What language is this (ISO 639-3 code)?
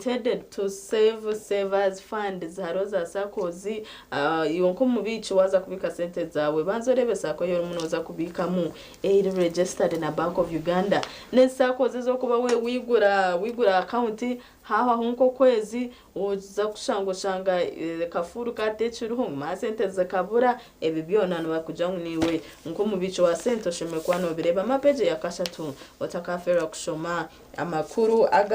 nyn